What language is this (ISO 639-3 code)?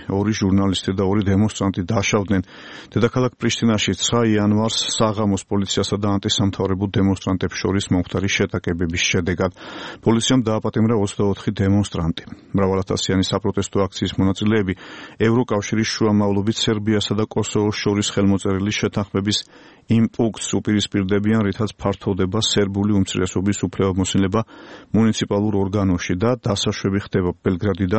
kat